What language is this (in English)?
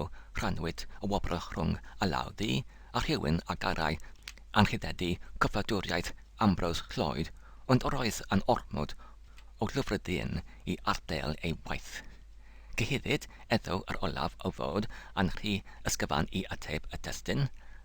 Welsh